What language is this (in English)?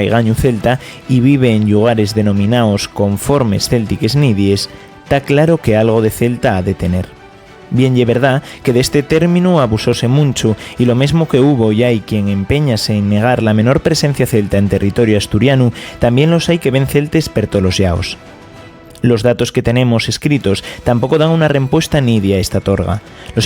Asturian